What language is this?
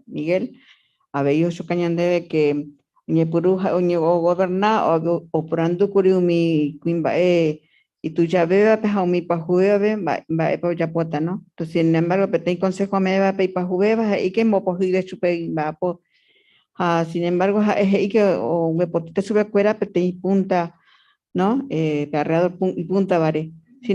Guarani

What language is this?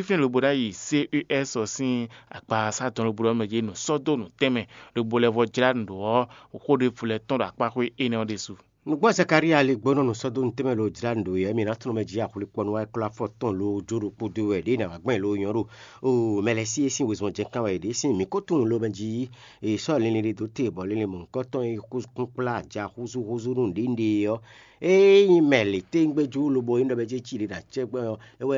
Fon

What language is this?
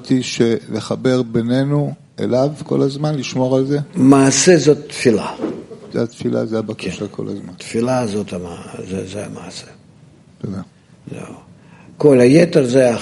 Hebrew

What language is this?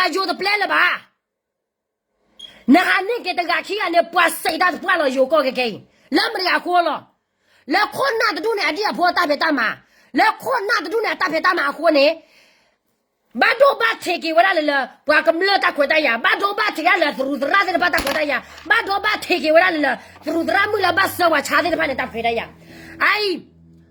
S'gaw Karen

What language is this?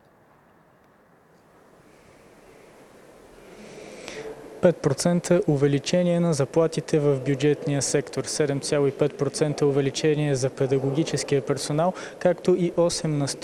Bulgarian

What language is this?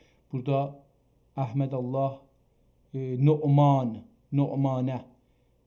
South Azerbaijani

